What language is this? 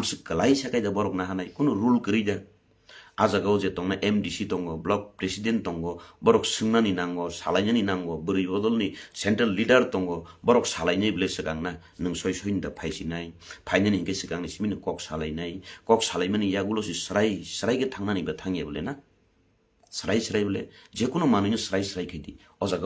Kok Borok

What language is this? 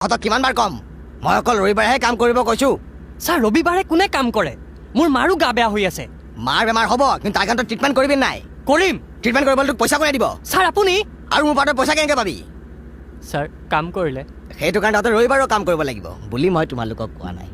Assamese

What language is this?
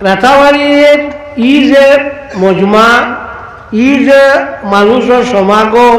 Sylheti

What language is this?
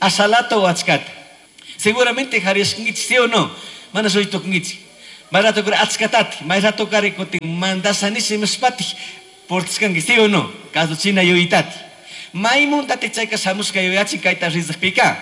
Chimborazo Highland Quichua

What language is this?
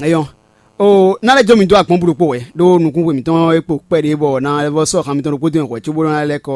Fon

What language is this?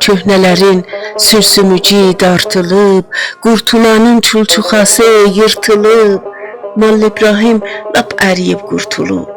South Azerbaijani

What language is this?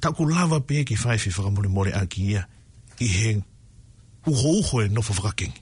Tongan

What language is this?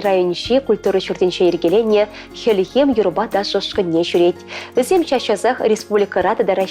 Chuvash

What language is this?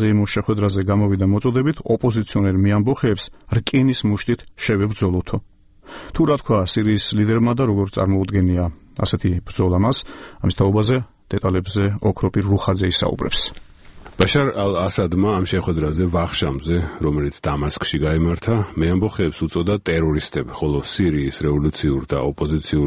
Georgian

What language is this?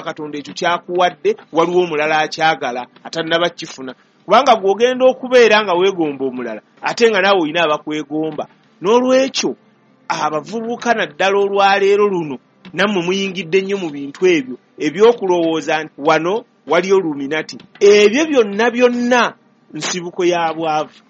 Ganda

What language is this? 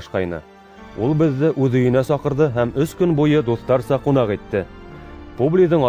Bashkir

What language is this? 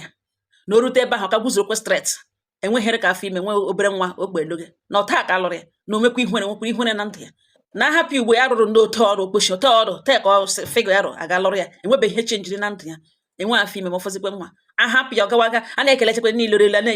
Igbo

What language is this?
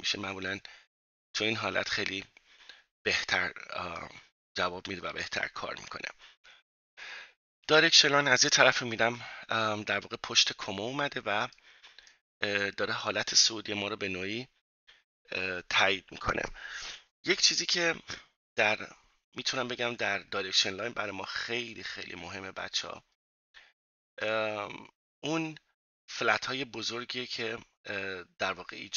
Persian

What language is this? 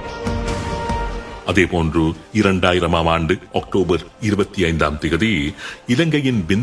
Tamil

